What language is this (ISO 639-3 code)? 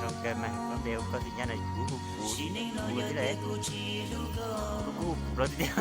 hmn